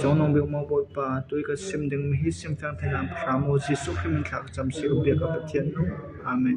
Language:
Falam Chin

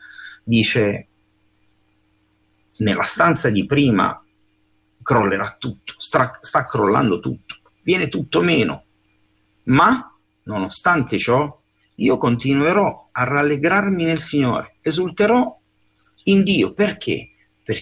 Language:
Italian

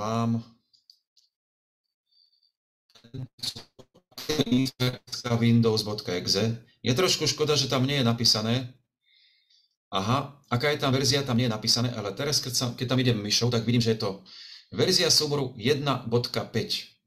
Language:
Slovak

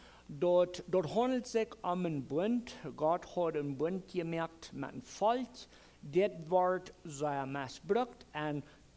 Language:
Plautdietsch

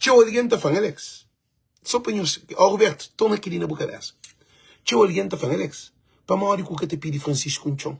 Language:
Kabuverdianu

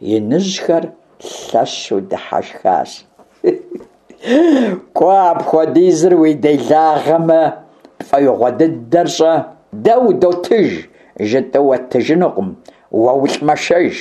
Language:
Kabardian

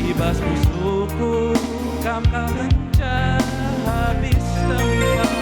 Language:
Batak Karo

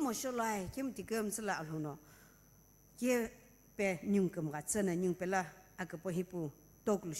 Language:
Sumi Naga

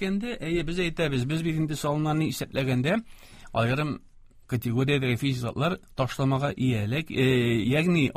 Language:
Tatar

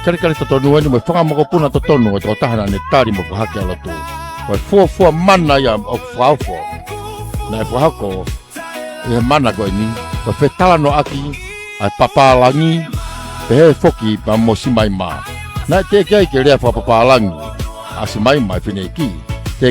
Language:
Tongan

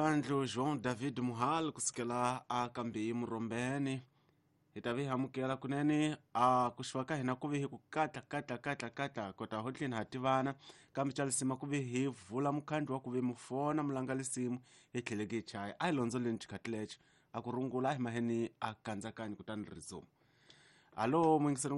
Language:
Tsonga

